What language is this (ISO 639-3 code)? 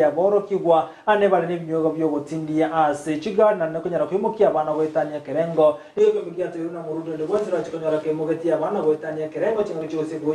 guz